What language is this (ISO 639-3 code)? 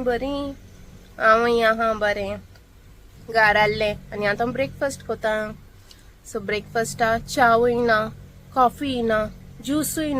kok